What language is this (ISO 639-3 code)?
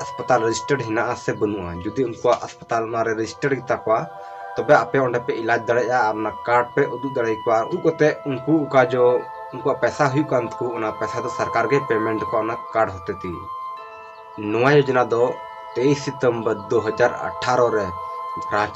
sat